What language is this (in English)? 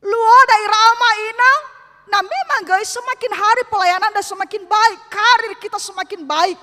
Nias